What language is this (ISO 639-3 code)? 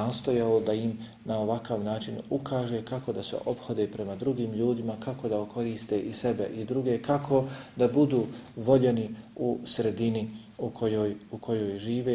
bos